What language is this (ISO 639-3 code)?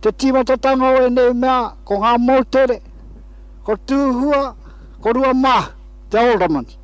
mri